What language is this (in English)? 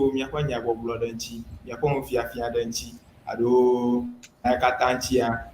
Ewe